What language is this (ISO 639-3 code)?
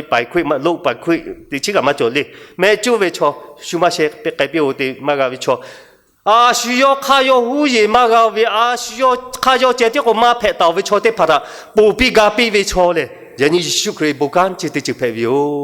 lhu